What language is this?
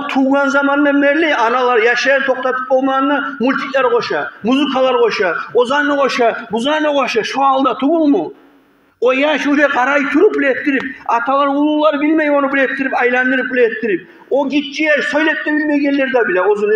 Kumyk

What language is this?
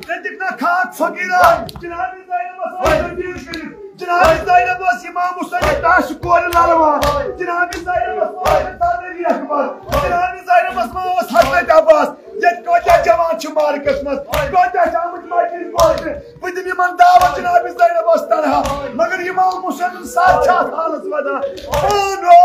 Kashmiri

